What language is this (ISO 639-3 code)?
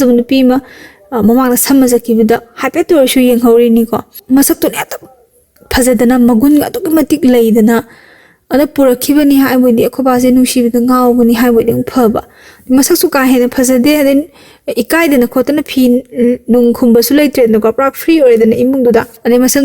mni